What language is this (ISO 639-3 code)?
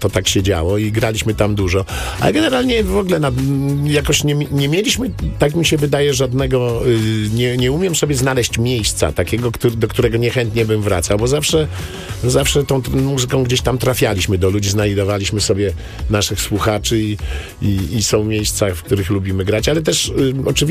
pol